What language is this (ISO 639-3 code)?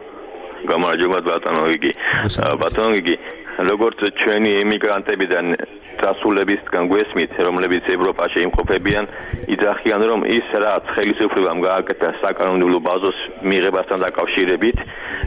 kat